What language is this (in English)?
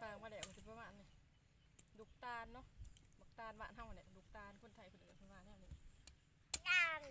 Lao